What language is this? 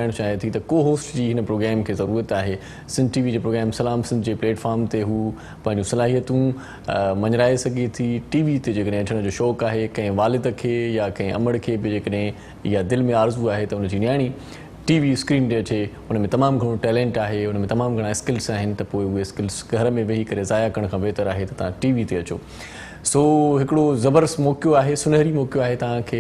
Sindhi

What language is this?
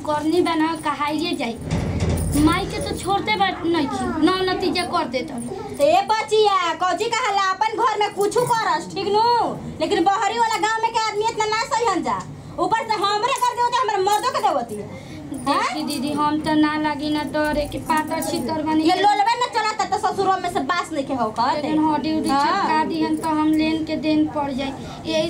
Bhojpuri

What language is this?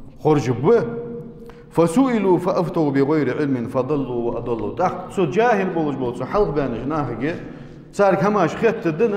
Ingush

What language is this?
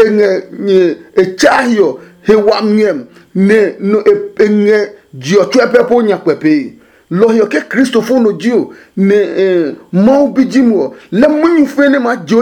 Adangme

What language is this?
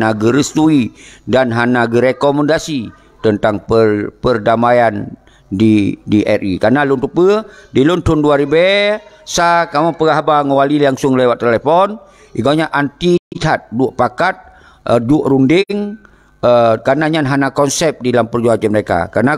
Achinese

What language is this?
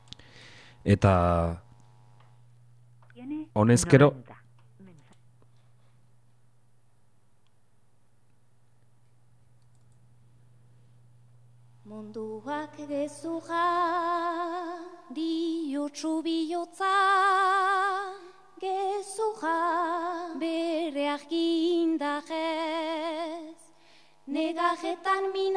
Basque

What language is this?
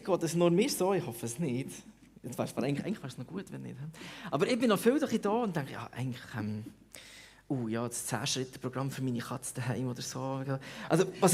Swiss German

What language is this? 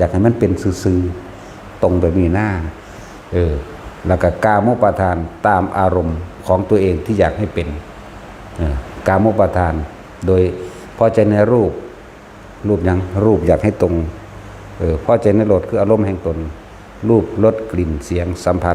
Northeastern Thai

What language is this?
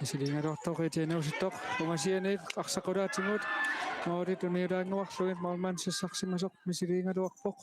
Kalaallisut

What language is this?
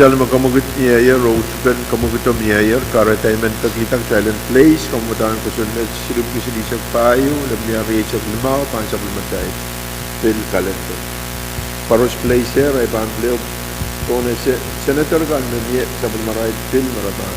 Pohnpeian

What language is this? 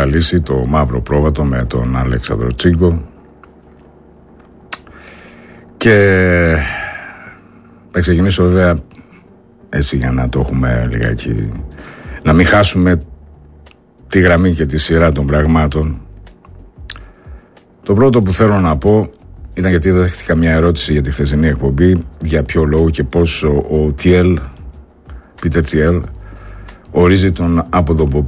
Greek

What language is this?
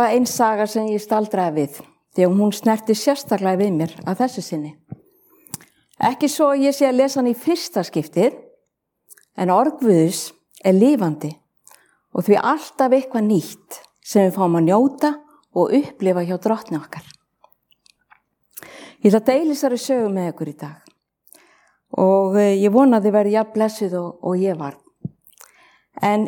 Icelandic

